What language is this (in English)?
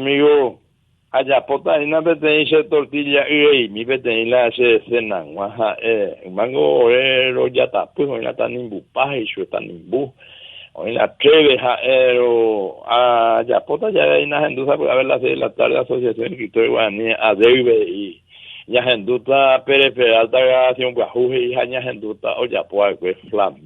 Guarani